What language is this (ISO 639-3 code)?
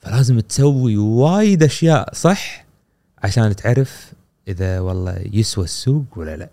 afb